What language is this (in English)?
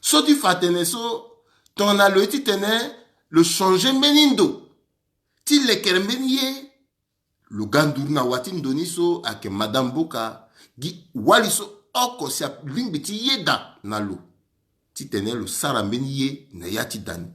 Sango